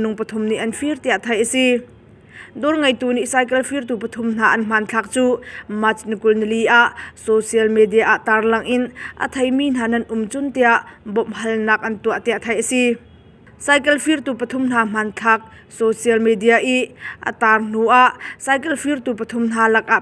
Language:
Hakha Chin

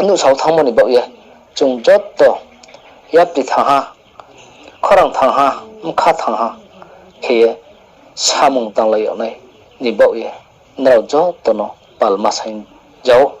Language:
Riang (India)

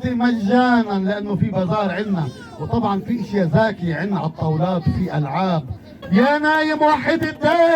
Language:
North Levantine Arabic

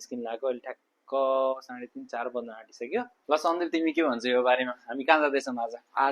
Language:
Nepali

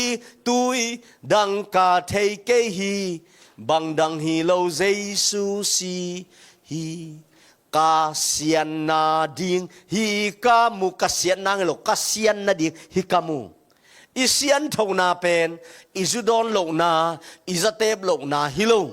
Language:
Tedim Chin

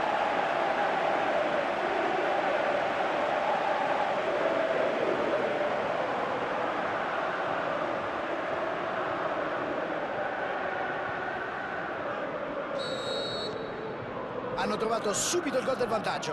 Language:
Italian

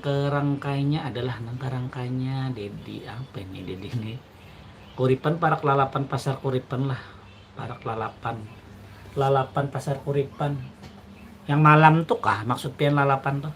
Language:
Banjar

